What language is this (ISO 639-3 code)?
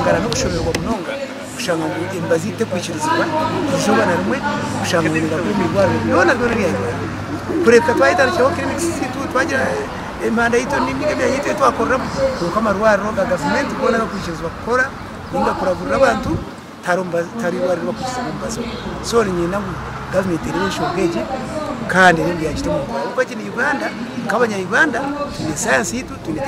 nyn